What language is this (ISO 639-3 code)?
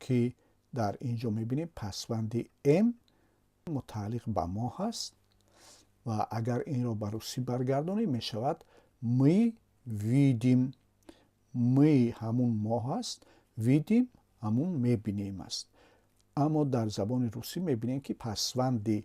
tgk